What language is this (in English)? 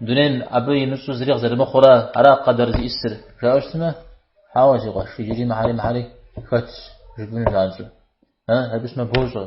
Kabardian